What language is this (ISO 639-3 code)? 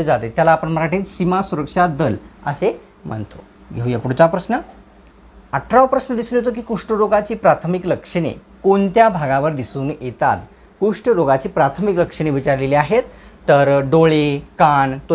mar